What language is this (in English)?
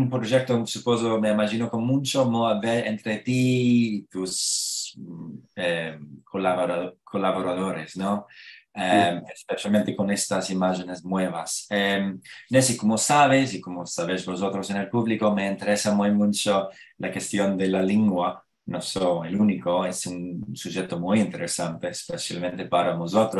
Ladino